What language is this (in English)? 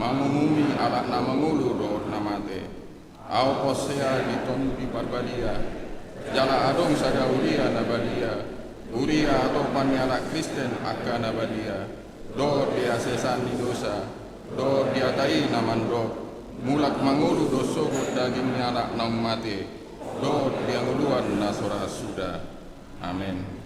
Batak Toba